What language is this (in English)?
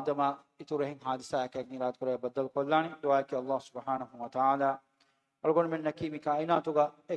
Divehi